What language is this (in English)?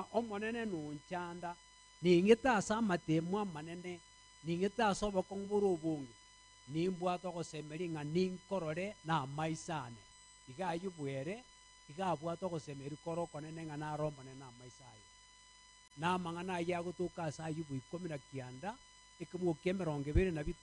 Gusii